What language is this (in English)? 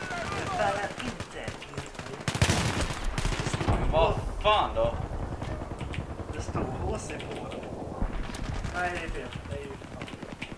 Swedish